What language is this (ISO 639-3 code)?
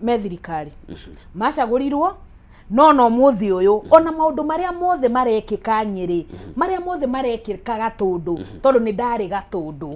kik